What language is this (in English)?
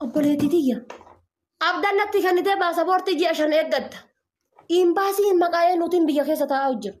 Oromo